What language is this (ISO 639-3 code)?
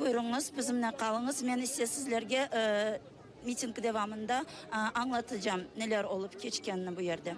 crh